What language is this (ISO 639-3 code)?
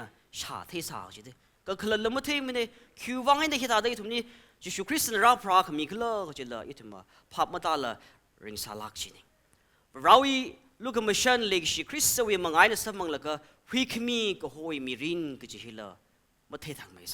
nmf